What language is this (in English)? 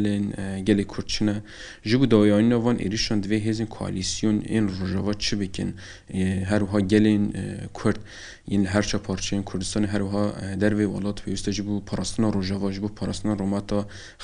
Kurdish